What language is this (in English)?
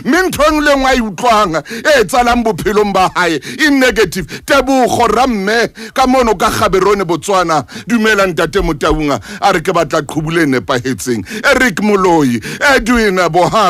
Southern Sotho